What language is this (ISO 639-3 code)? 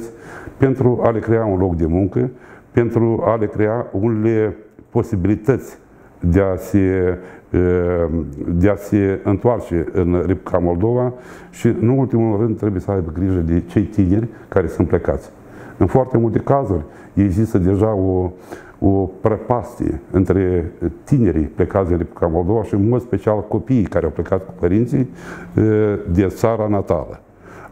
ron